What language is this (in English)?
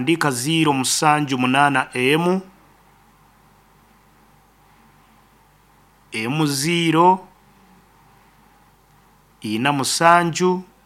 Nyoro